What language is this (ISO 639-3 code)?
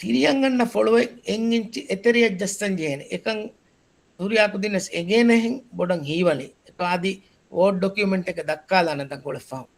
div